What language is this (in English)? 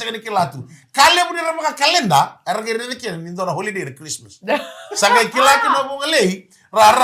Fijian